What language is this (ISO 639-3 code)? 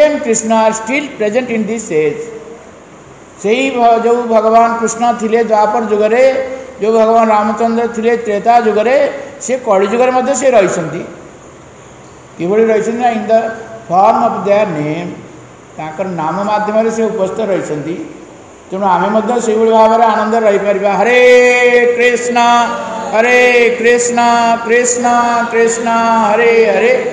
ori